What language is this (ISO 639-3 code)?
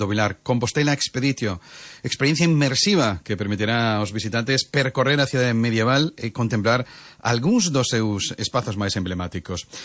glg